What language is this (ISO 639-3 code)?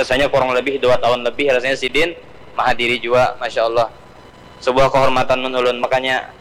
bjn